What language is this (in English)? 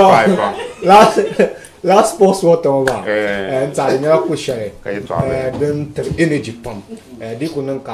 Dagbani